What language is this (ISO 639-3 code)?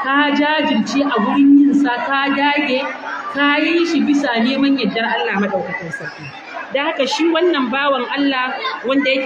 hau